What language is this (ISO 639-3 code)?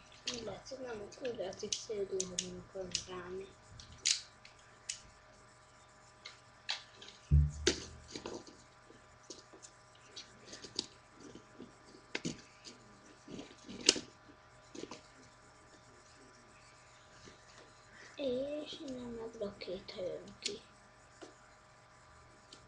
hun